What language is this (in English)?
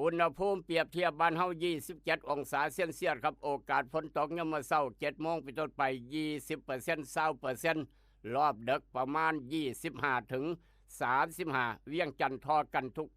Lao